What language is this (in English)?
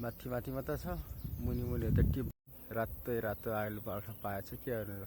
Nepali